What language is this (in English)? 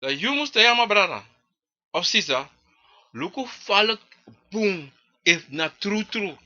Sranan Tongo